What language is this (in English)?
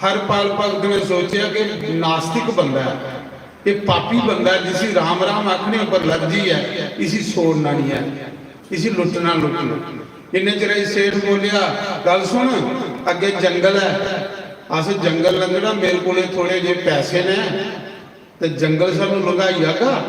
Dogri